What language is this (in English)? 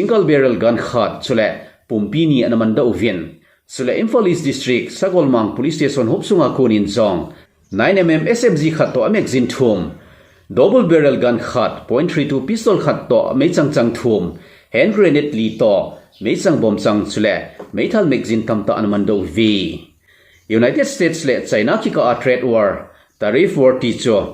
Thado Chin